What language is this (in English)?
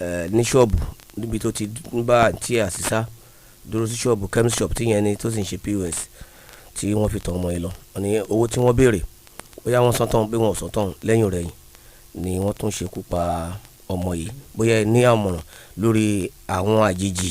Yoruba